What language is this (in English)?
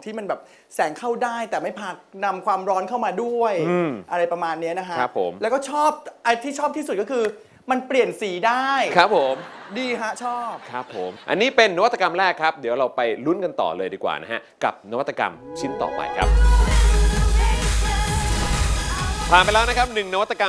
Thai